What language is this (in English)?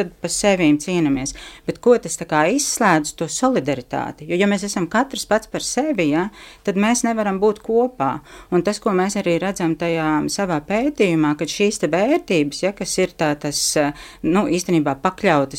Latvian